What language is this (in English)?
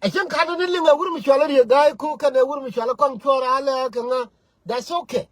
Nuer